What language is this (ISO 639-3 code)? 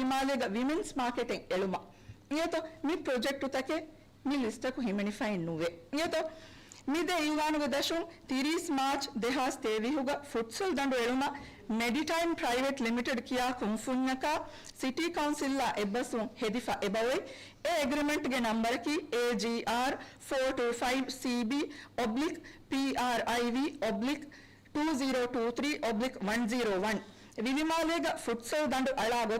div